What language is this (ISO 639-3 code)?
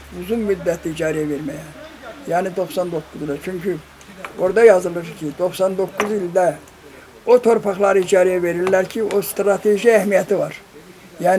aze